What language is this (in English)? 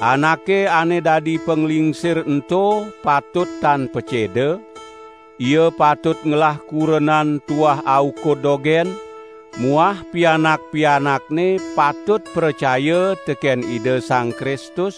Balinese